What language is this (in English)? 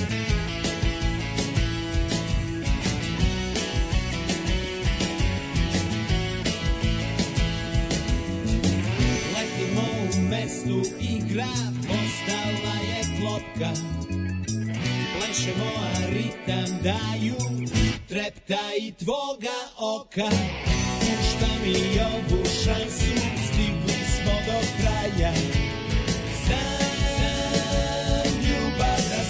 Serbian